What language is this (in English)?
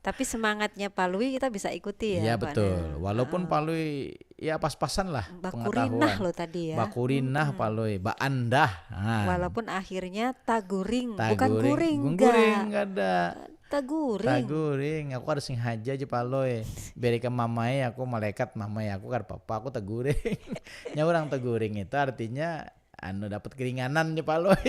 Banjar